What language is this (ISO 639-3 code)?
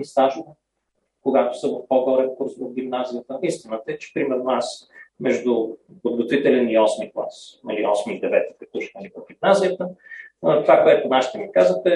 bul